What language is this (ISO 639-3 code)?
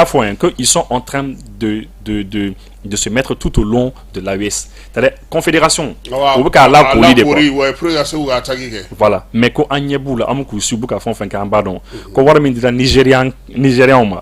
bam